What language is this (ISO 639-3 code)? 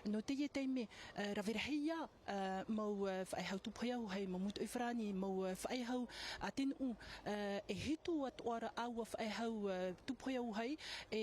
tah